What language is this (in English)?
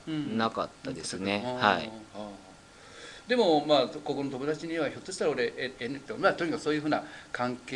Japanese